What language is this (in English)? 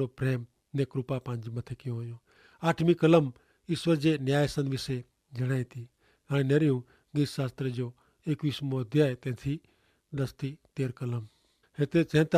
Kachhi